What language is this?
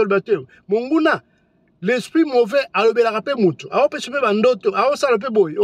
Lingala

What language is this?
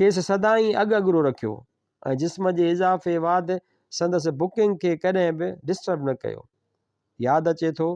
Sindhi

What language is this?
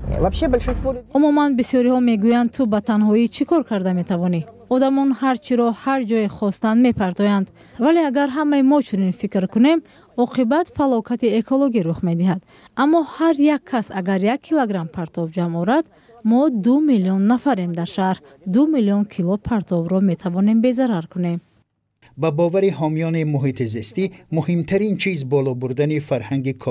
Tajik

